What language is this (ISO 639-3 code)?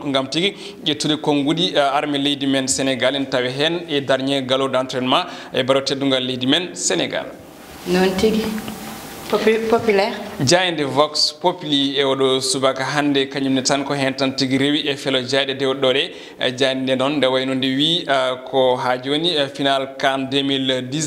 ful